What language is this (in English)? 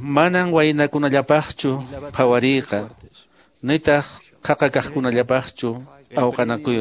Quechua